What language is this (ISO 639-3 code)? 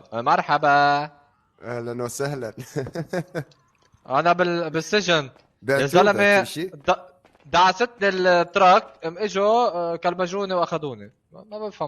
apc